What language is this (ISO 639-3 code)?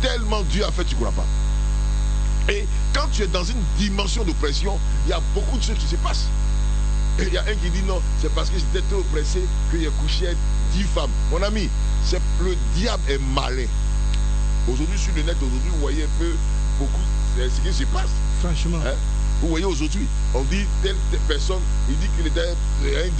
fra